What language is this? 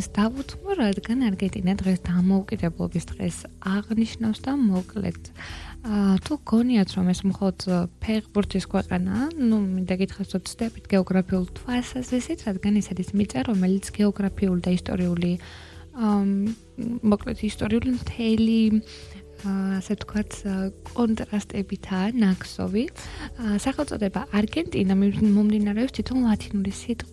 Georgian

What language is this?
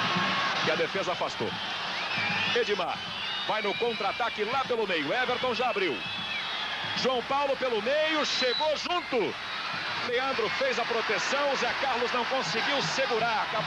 Portuguese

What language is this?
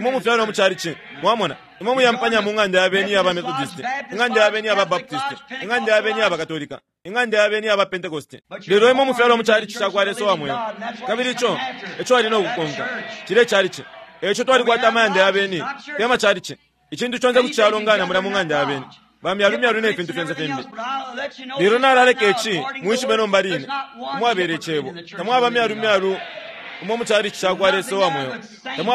Bemba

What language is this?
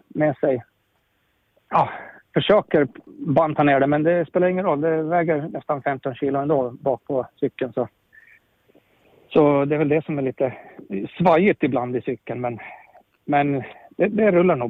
Swedish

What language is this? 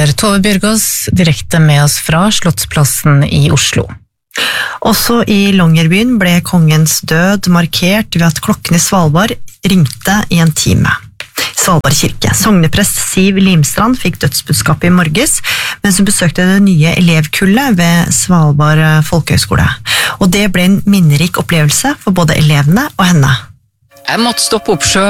Norwegian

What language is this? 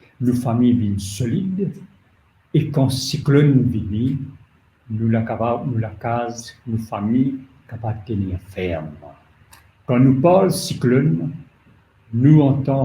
Morisyen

